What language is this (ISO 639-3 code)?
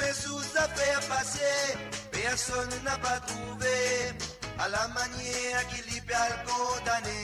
mfe